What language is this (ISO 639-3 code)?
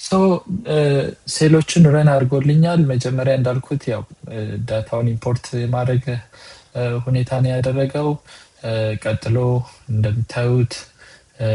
amh